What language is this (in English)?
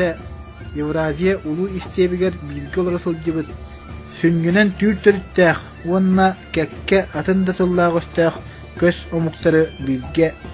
Yakut